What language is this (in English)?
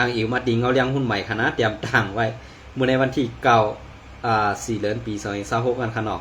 Shan